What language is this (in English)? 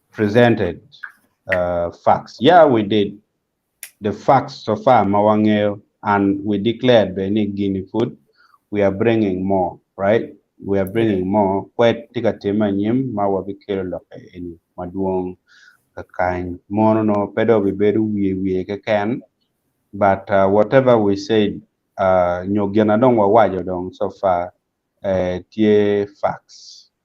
Acoli